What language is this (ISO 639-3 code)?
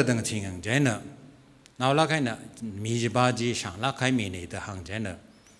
nmf